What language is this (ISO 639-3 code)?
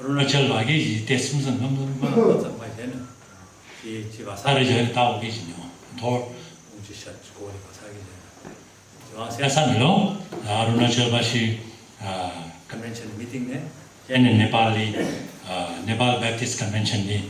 nmf